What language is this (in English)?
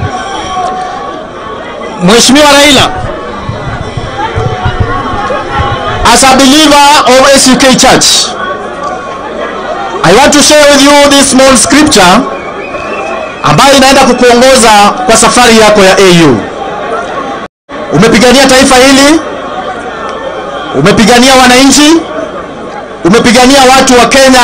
Swahili